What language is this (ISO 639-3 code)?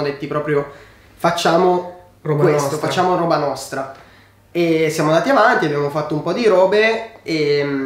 ita